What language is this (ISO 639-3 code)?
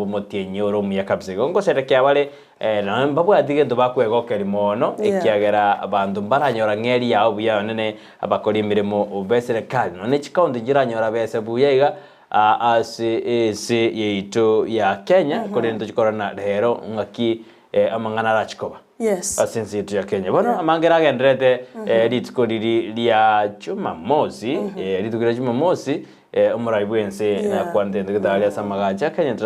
guz